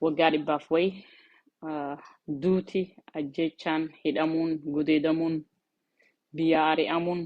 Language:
Oromo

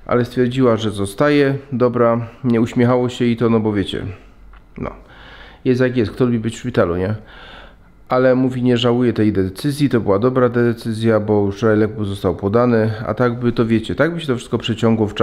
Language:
Polish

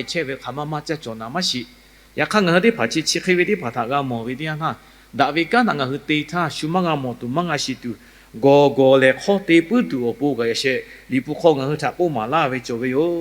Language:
Lahu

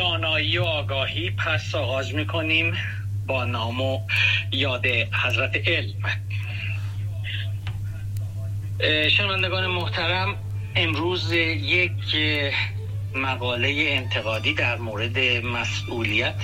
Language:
Persian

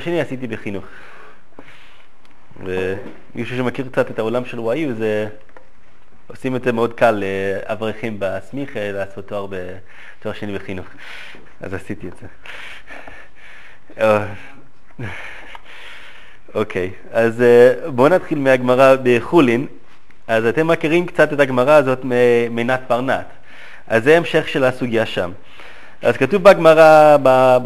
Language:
Hebrew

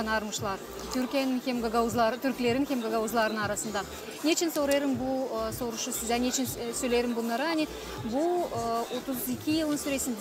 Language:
Gagauz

